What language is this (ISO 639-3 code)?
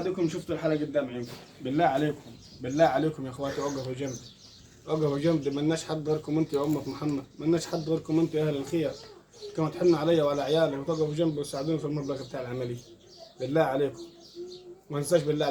arz